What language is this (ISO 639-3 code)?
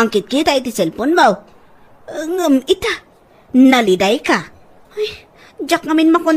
ilo